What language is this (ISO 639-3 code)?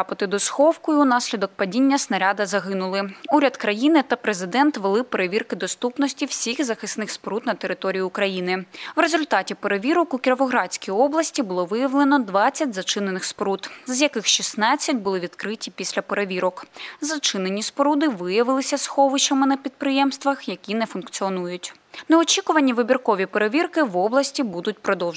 ukr